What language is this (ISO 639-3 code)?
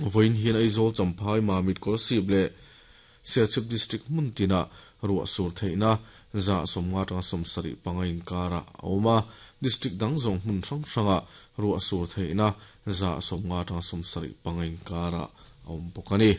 lus